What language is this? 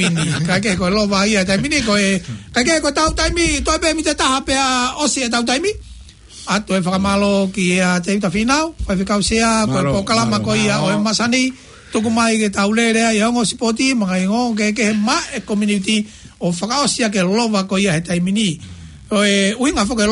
Tongan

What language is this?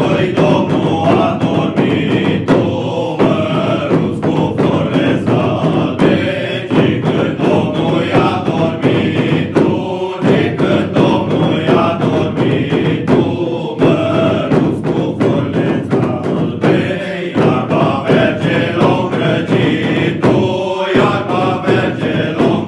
Romanian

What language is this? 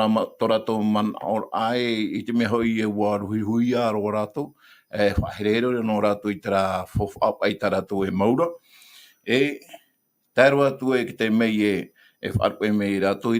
Tahitian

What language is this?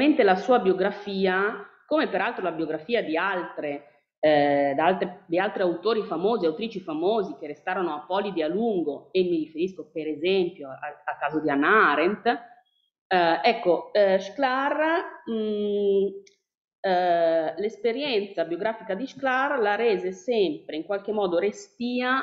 Italian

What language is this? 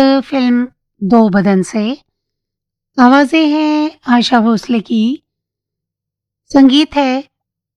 Hindi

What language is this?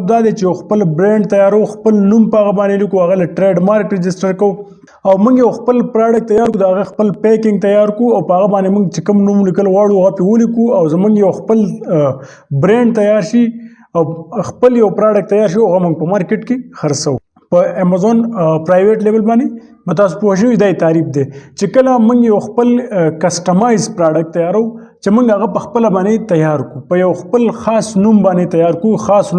Pashto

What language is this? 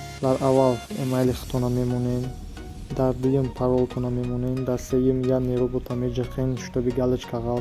Tajik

